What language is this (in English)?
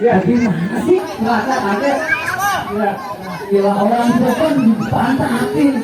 Betawi